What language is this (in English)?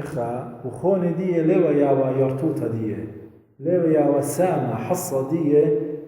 Assyrian Neo-Aramaic